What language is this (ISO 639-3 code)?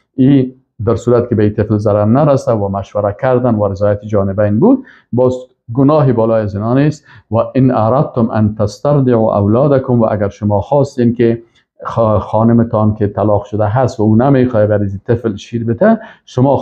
fas